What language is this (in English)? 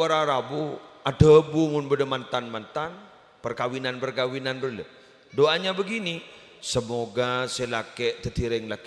Madurese